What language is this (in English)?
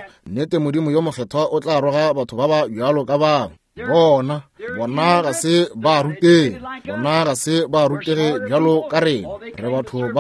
Northern Sotho